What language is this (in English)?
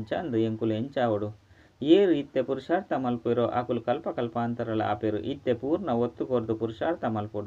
Tulu